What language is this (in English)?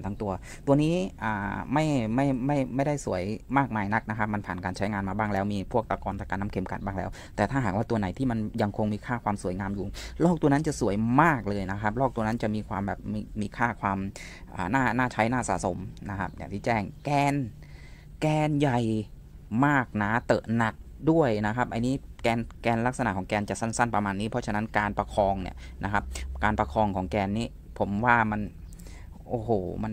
Thai